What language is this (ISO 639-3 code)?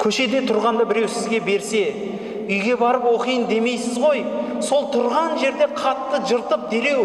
kaz